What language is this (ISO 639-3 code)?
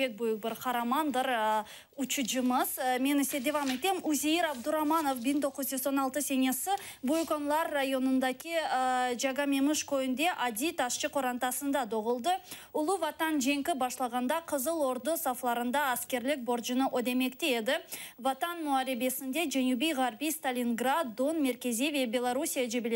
crh